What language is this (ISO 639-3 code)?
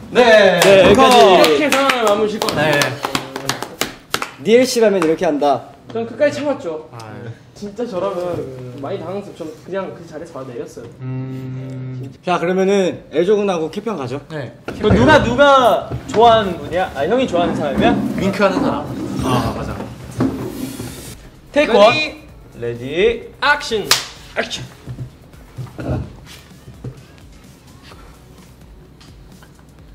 kor